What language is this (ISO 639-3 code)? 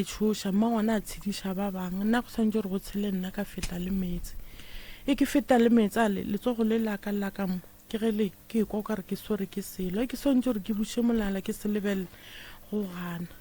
nso